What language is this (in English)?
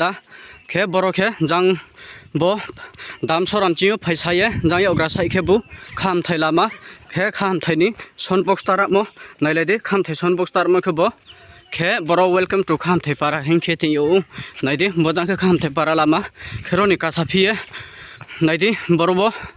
Riang (India)